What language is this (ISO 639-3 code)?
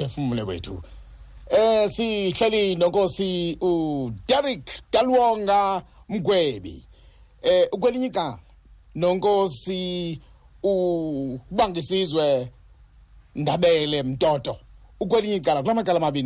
xho